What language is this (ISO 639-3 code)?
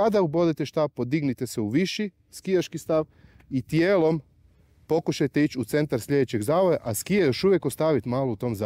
hrv